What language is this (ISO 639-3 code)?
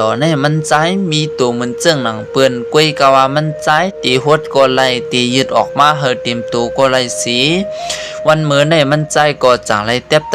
shn